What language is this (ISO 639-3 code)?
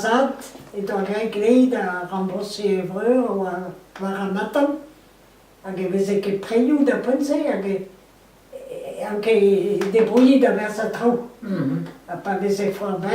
bre